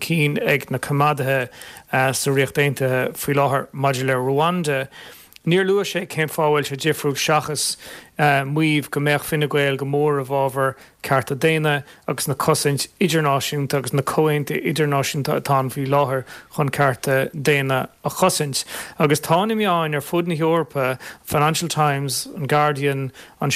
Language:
Irish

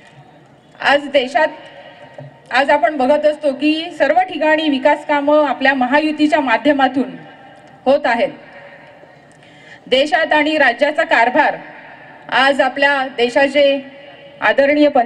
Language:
Marathi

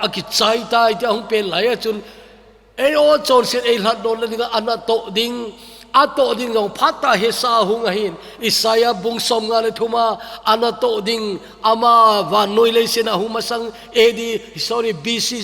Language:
Thado Chin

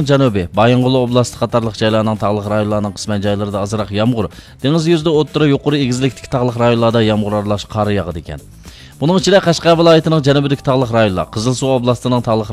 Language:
Uyghur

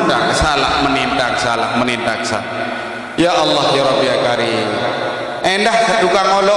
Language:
Sasak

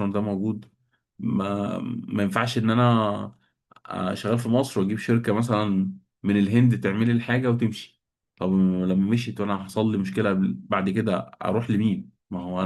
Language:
Egyptian Arabic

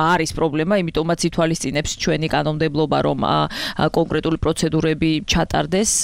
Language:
Georgian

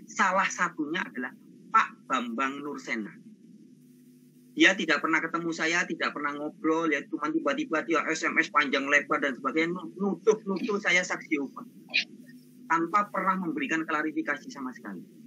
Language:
Indonesian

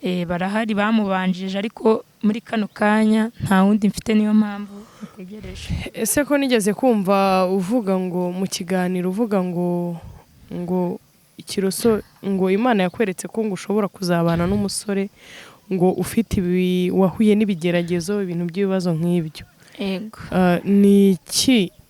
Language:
Kinyarwanda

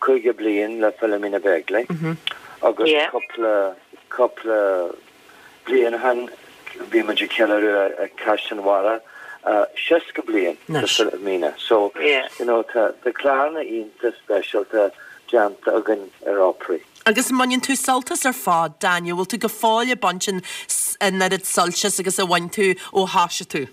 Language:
Irish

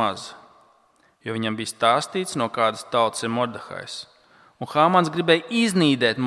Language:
Latvian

